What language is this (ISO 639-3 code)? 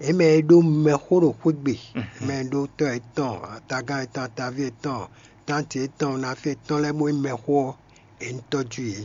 fon